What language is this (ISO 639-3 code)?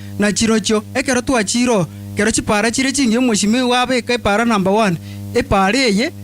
guz